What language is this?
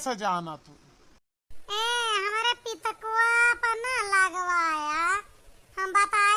Awadhi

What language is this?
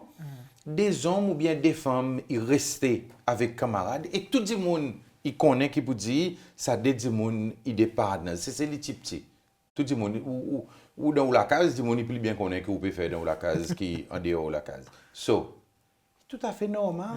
Seselwa Creole French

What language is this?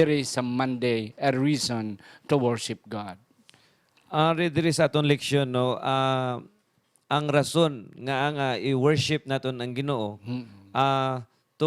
Hiligaynon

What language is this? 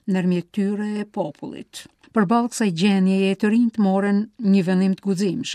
Albanian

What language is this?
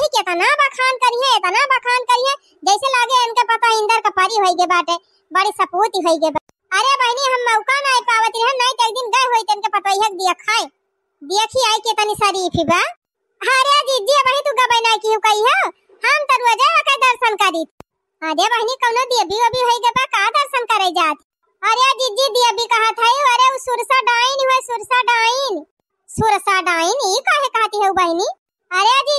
Awadhi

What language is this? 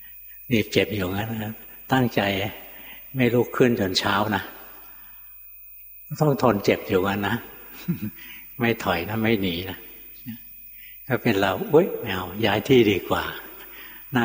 Thai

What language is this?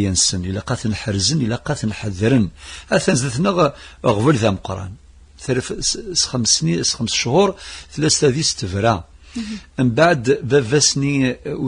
Kabyle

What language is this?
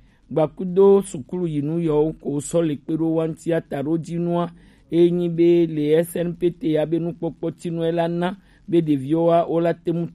Gen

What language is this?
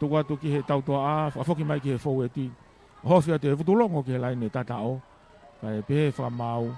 Tongan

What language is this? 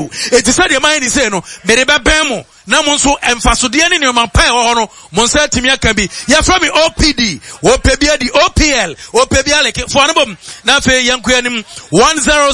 Akan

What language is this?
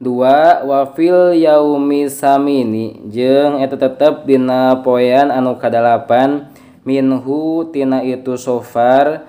Sundanese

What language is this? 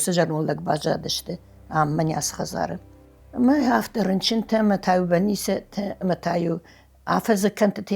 Ossetic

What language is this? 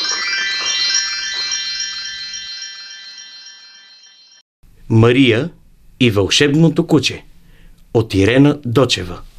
Bulgarian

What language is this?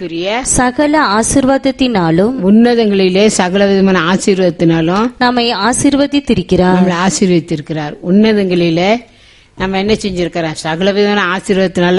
Tamil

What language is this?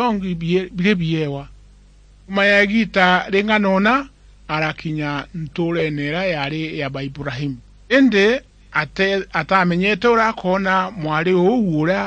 Meru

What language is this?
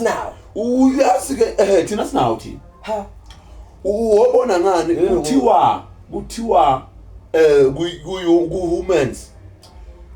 Zulu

